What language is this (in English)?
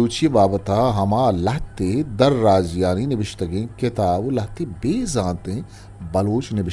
Eastern Balochi